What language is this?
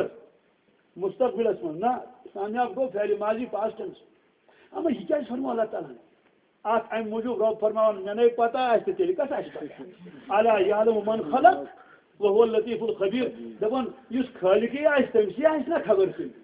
Kashmiri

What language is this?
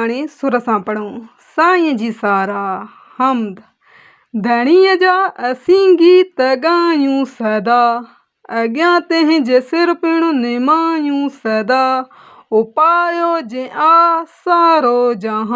Sindhi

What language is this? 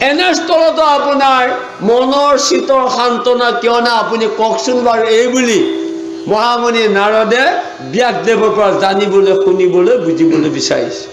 Assamese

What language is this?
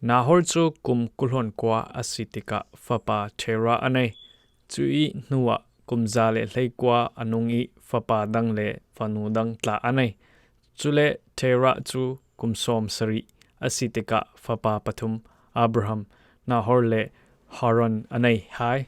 Falam Chin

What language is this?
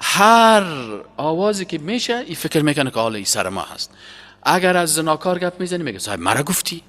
Persian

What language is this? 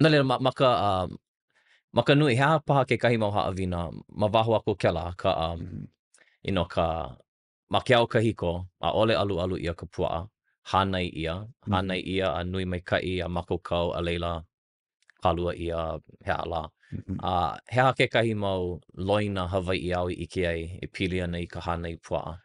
Hawaiian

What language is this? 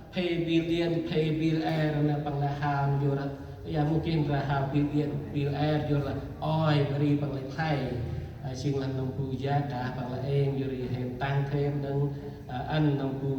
Central Mnong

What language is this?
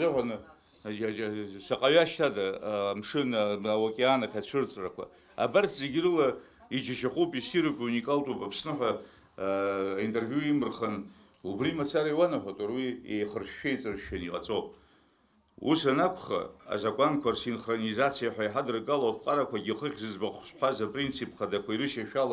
Abkhazian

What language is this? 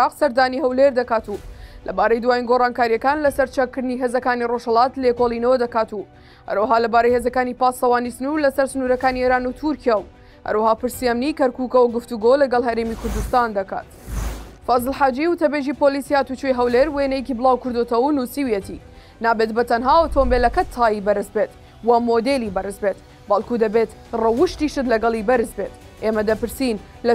Central Kurdish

